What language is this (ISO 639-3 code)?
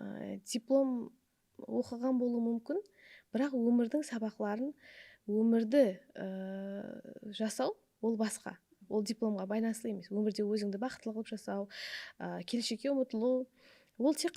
kaa